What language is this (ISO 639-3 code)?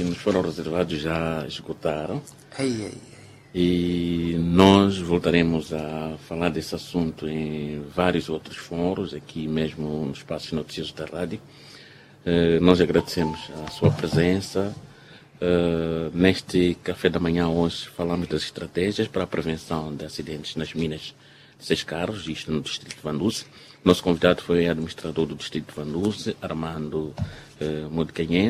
por